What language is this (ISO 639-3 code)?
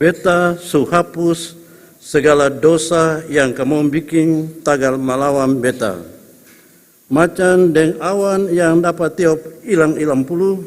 abs